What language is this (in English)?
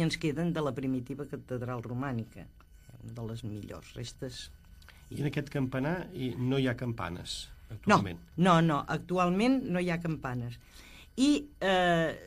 Catalan